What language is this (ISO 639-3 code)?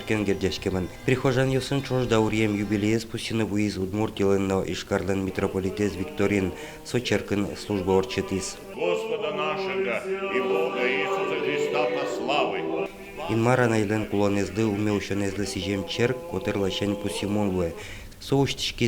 udm